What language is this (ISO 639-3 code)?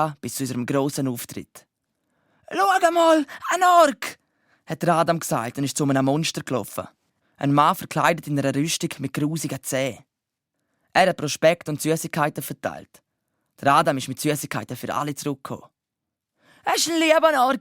gsw